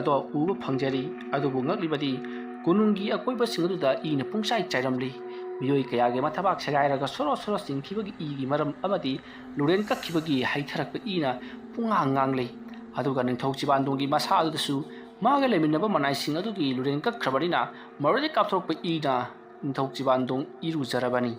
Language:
Manipuri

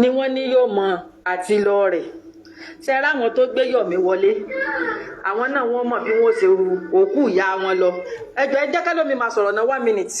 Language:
Yoruba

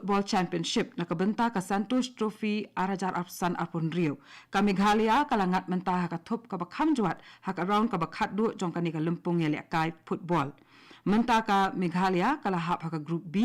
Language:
Khasi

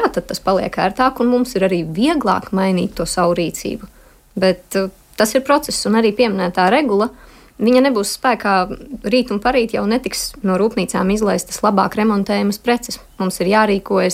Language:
Latvian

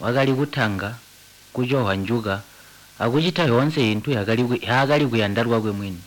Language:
Tonga (Zambia)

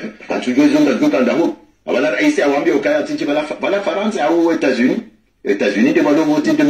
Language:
Swahili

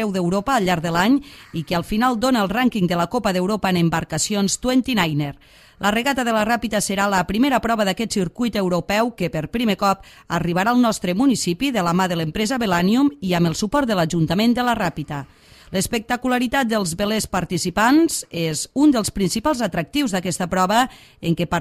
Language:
Catalan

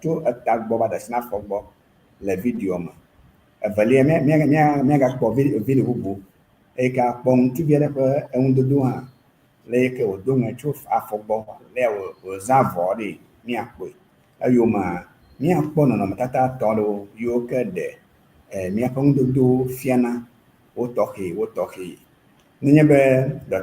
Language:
Ewe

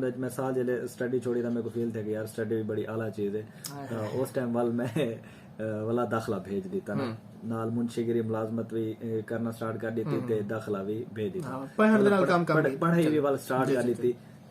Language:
Saraiki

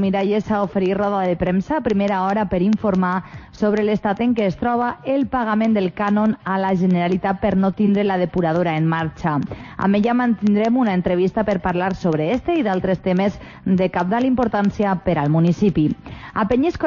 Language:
Catalan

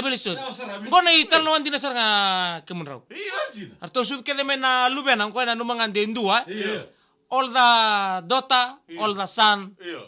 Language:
Fijian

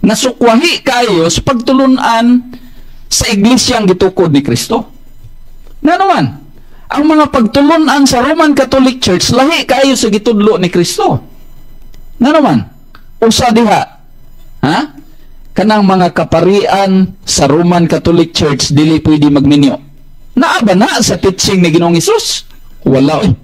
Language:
Cebuano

